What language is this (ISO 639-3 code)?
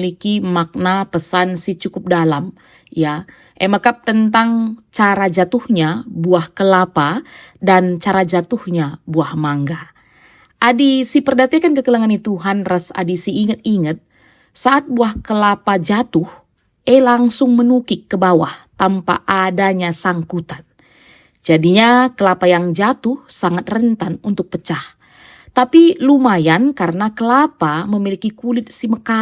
btx